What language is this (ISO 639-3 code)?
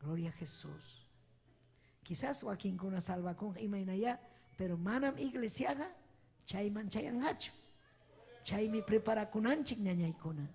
quy